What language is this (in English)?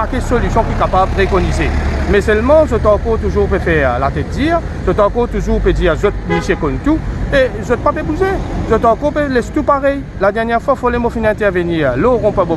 Morisyen